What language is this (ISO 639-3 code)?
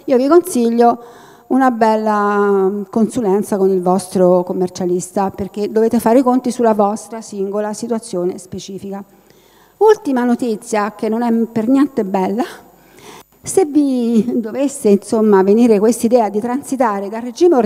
ita